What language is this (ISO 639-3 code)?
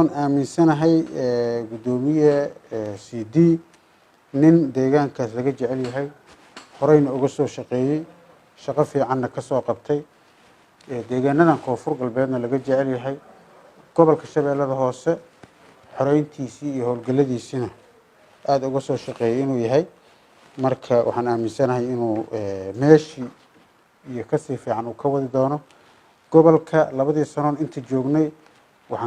som